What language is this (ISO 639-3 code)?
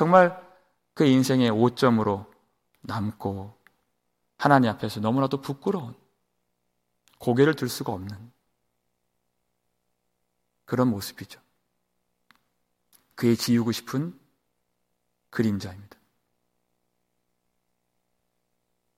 kor